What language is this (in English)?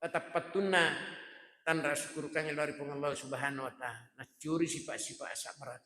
Buginese